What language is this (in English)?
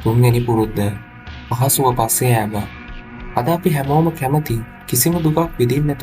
Sinhala